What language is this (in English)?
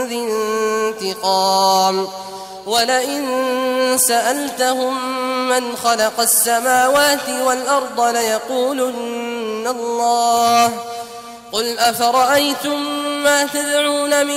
Arabic